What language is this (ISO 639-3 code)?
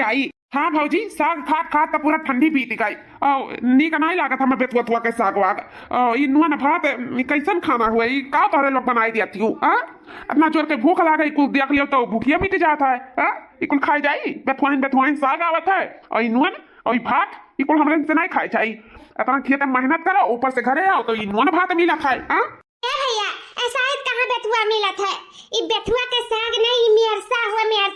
awa